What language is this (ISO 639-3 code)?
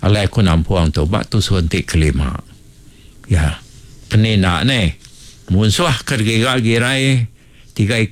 iba